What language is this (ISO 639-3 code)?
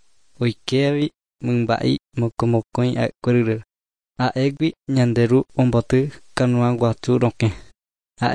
grn